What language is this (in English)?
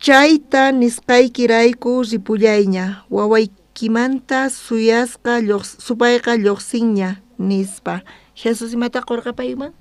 South Bolivian Quechua